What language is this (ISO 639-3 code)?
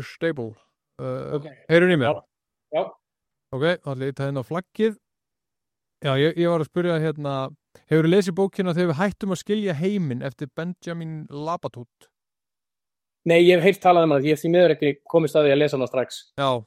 isl